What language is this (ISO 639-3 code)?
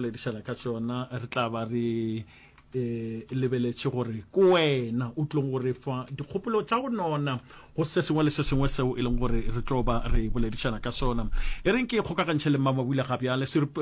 nso